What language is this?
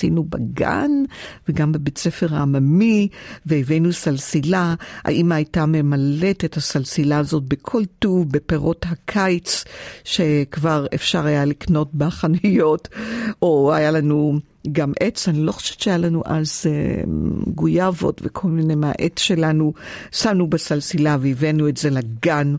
Hebrew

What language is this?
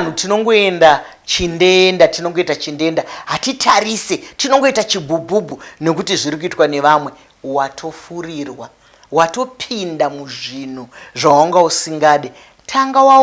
Shona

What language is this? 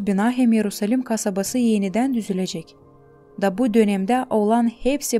Gagauz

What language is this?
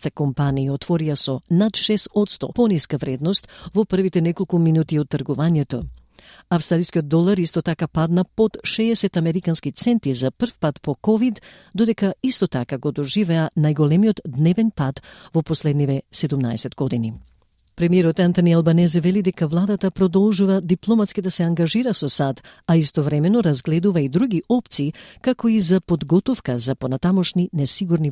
Macedonian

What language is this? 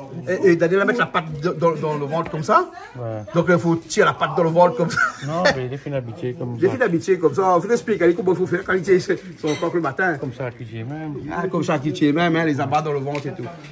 Réunion Creole French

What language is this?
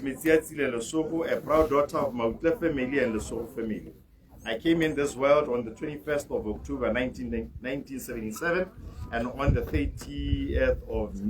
Tswana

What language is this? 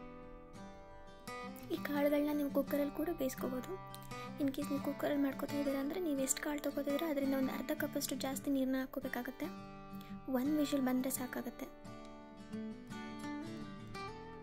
Kannada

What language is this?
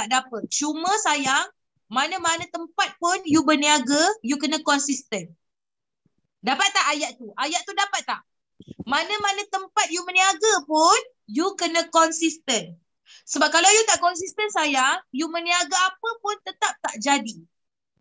Malay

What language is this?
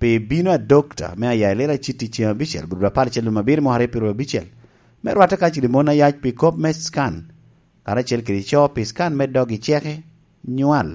Lango (Uganda)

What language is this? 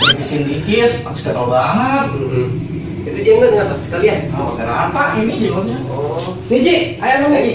Betawi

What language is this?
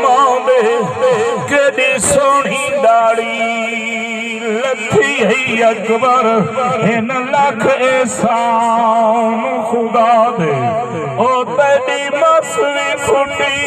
Saraiki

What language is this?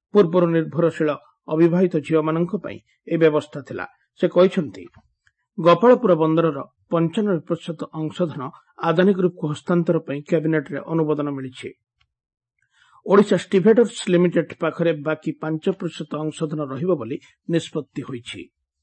Odia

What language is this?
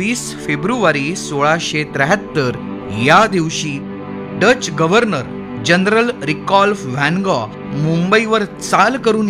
Marathi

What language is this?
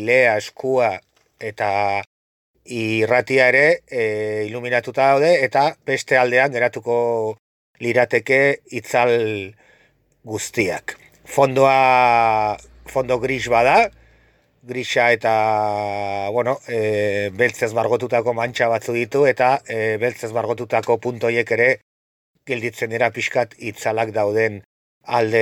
Basque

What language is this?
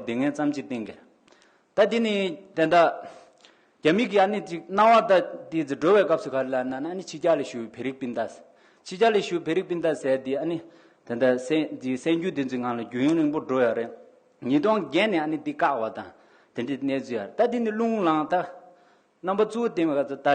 Tibetan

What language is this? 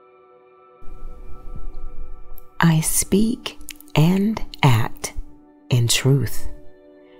English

